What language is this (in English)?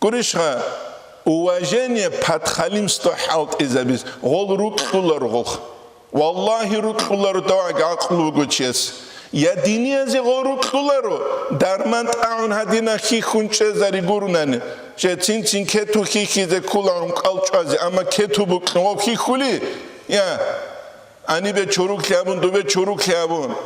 Avaric